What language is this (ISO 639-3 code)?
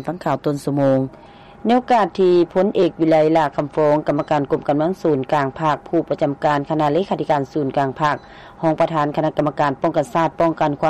lao